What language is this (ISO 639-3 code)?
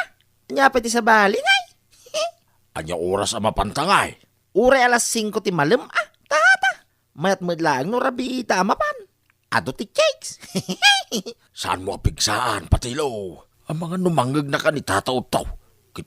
ilo